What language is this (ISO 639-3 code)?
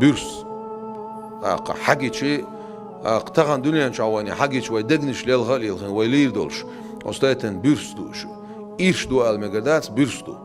che